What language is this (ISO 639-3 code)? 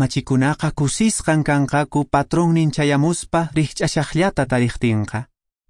que